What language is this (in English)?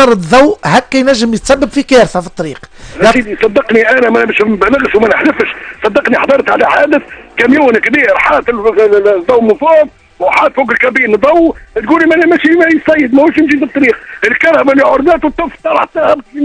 Tunisian Arabic